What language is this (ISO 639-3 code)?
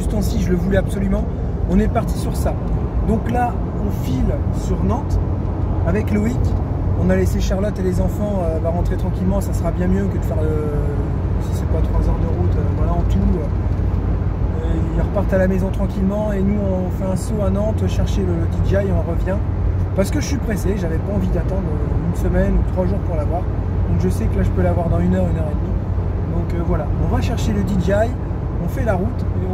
fra